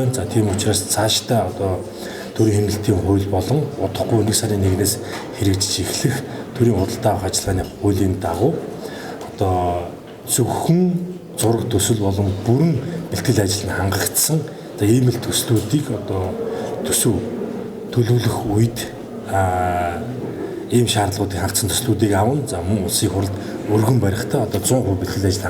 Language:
Mongolian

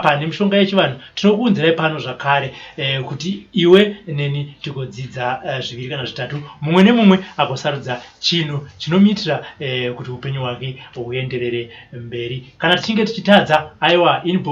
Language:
Shona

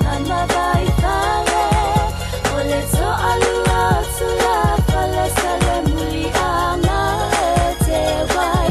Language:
Samoan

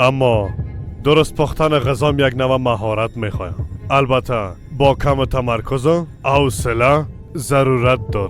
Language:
Persian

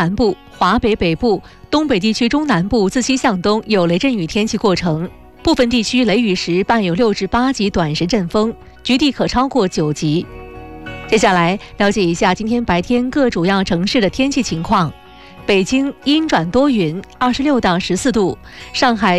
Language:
Chinese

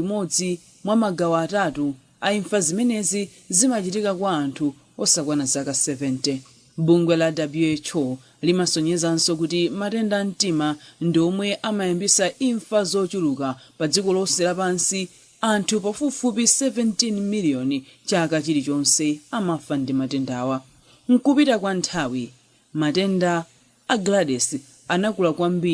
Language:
Nyanja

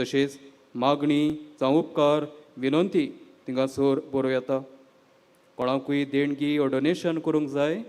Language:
Konkani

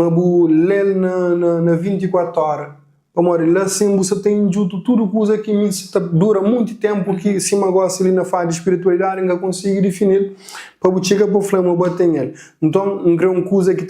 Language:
Kabuverdianu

